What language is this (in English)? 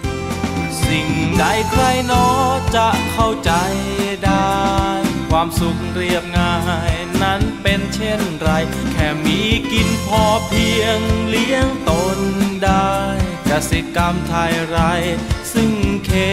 Thai